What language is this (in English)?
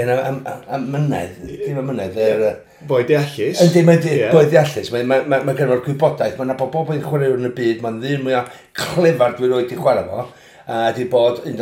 Welsh